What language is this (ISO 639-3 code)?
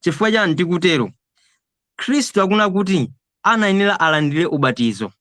nya